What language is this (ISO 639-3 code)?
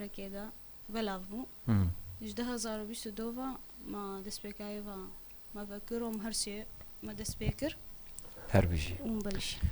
kur